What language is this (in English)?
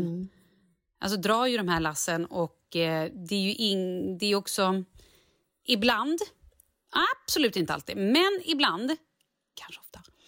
Swedish